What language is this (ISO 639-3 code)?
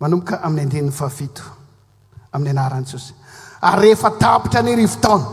mlg